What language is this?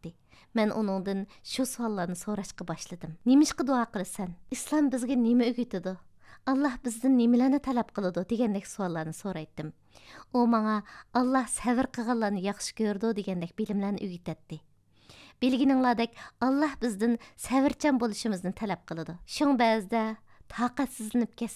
Uyghur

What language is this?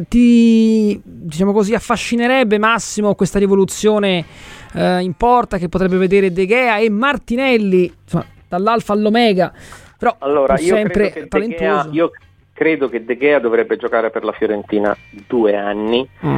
Italian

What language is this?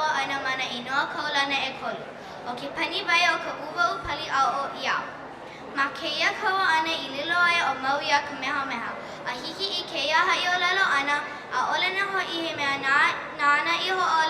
Hawaiian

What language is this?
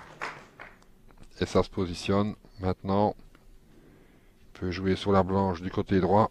French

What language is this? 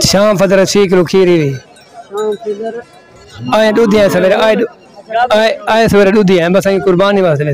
Saraiki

